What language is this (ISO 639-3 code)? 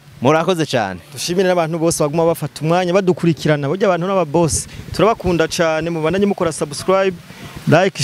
run